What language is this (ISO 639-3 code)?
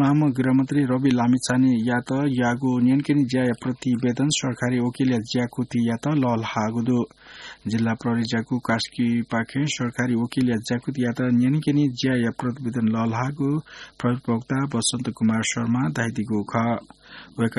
new